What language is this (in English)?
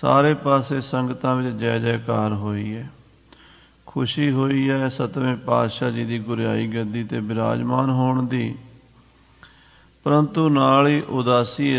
Punjabi